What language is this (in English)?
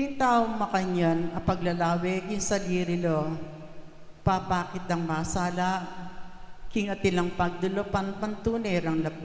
Pampanga